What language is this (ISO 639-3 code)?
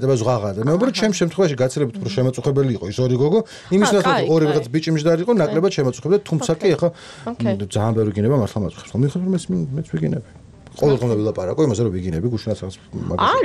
kat